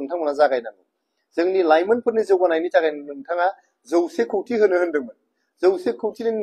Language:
Bodo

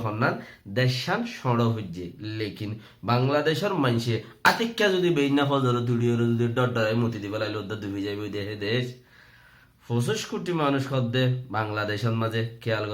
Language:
Rohingya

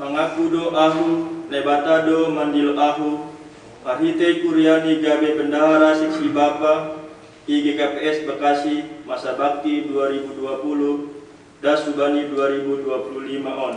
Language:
Batak Simalungun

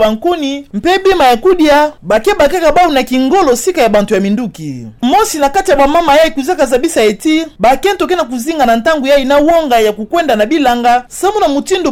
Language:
Kituba (Democratic Republic of Congo)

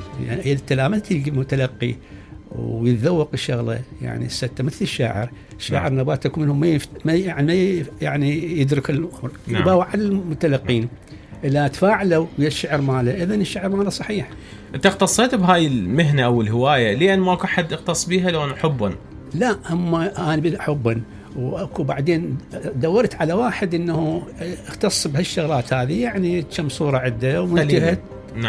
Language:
Mesopotamian Arabic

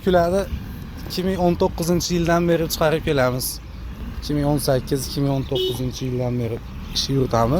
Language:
Uzbek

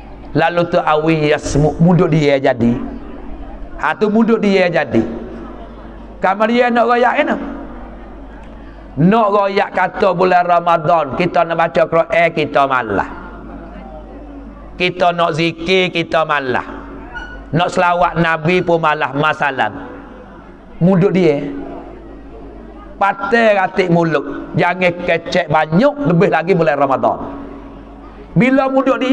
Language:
Pattani Malay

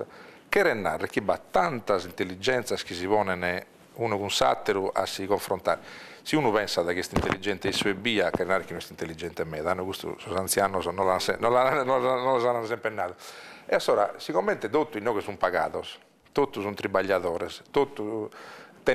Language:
Sardinian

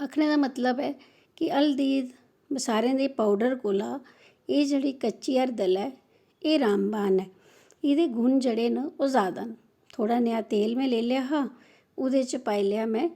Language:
Dogri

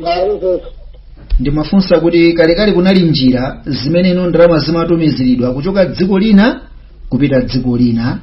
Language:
Nyanja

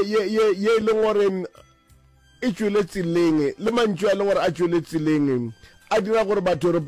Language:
Northern Sotho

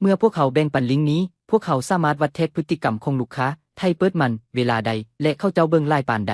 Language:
Lao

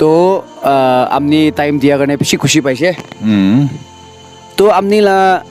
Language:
Naga Pidgin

